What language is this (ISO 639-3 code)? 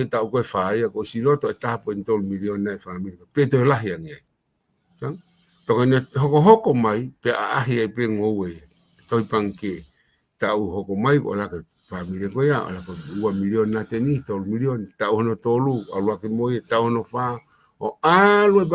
ton